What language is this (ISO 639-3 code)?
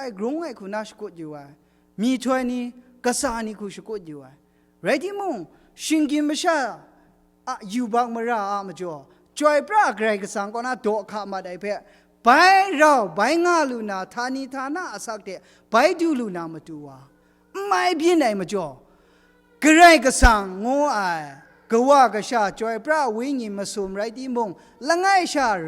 kac